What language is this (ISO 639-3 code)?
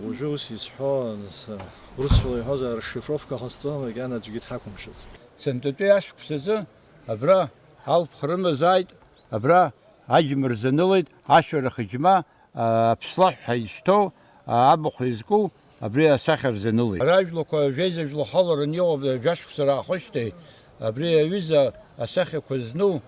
abk